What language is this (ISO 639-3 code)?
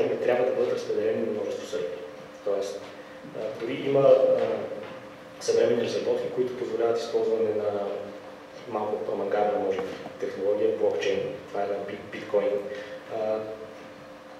bul